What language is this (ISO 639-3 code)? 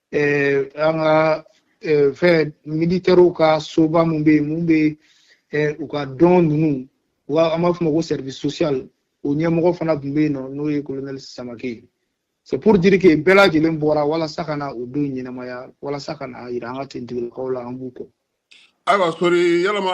bam